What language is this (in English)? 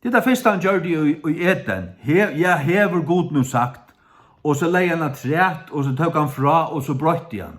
Faroese